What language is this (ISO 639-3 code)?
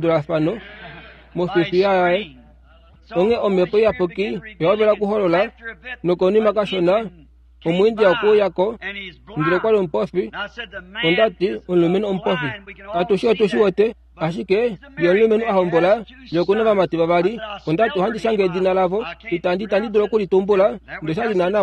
kua